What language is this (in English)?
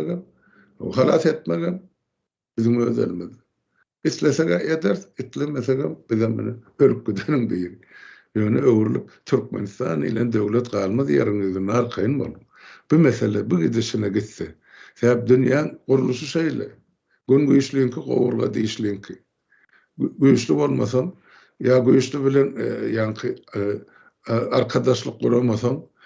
Turkmen